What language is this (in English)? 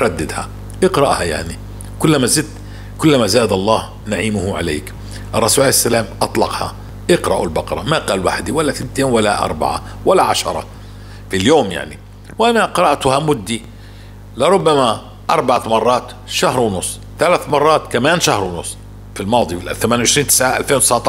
North Levantine Arabic